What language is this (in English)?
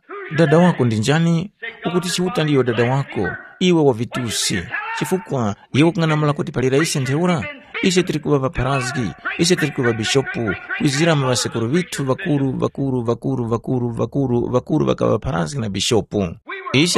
Tumbuka